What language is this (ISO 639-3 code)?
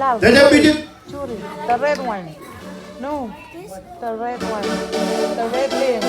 mah